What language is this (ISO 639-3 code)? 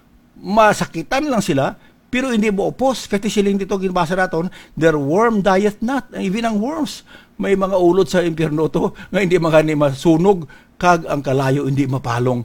hil